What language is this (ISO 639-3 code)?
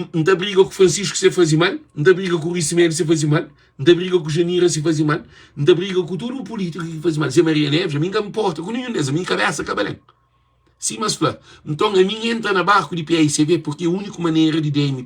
kea